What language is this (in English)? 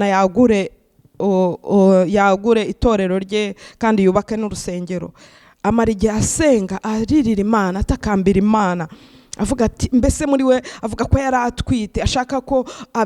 Kinyarwanda